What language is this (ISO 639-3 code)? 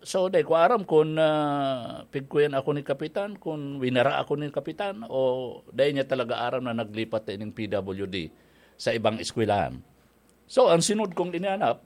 bik